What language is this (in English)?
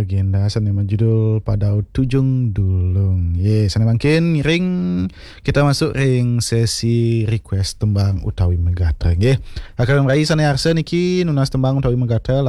Balinese